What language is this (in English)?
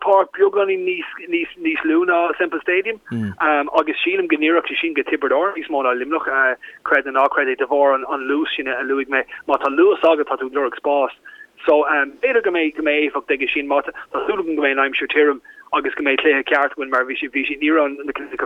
Irish